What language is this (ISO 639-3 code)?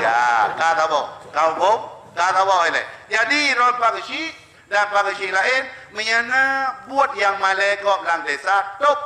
ace